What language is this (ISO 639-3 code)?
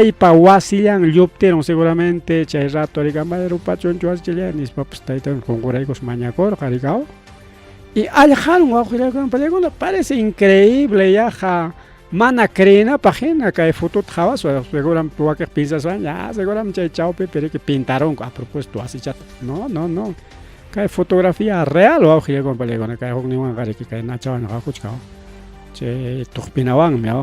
quy